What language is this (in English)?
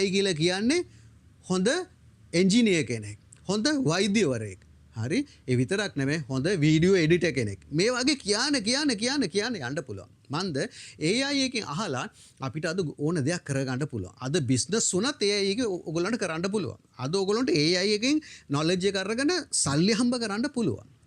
Sinhala